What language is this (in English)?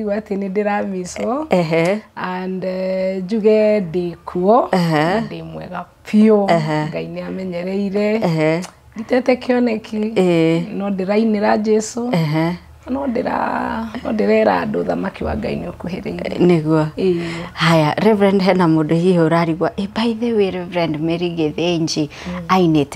Kikuyu